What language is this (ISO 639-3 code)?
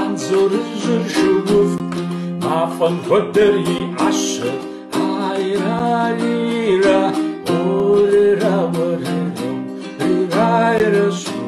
kbd